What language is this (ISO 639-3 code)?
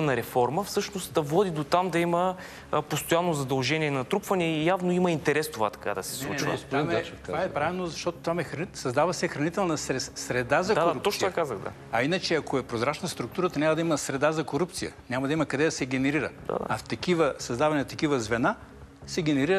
bul